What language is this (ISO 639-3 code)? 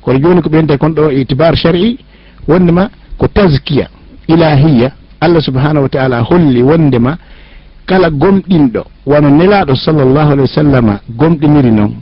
ful